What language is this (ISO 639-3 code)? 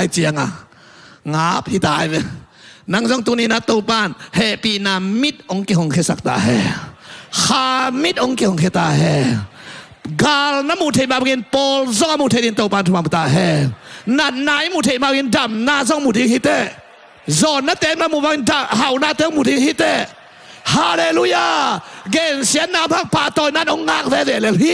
ctd